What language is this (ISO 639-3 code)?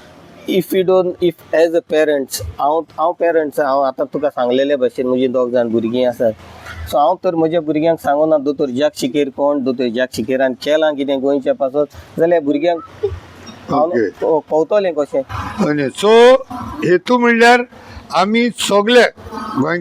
kok